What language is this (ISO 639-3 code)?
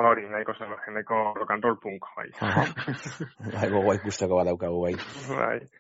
eus